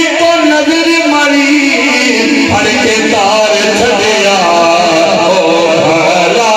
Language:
Saraiki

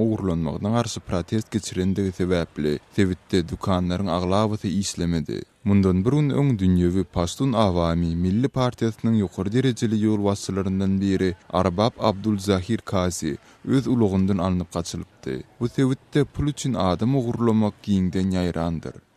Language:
Turkmen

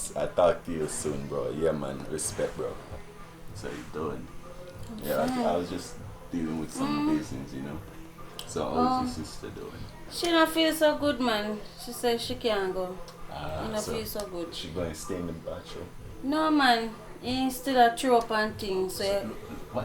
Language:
Jamaican Creole English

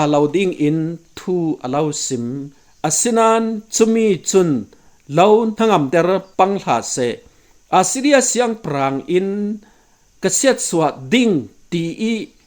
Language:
Falam Chin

